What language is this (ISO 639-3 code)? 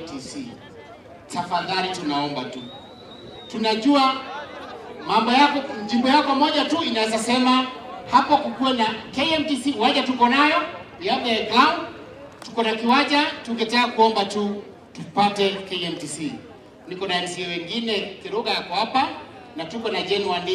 mer